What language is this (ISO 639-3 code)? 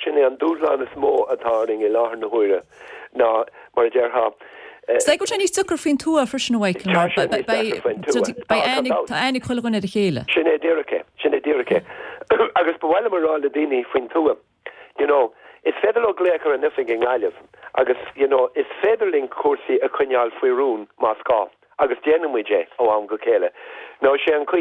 gle